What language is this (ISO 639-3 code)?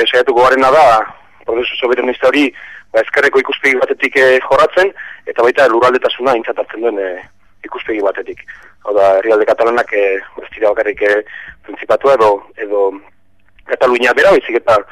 eus